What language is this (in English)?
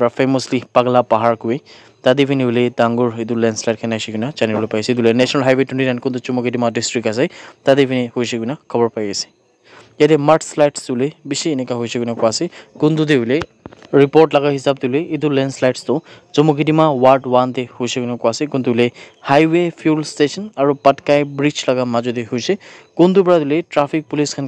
Naga Pidgin